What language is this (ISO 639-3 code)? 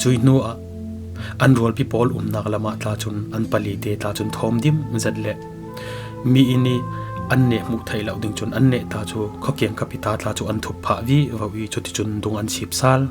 cfm